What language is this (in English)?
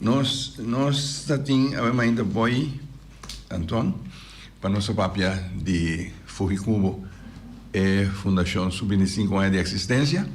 Papiamento